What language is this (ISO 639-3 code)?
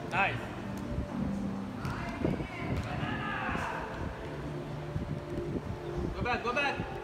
eng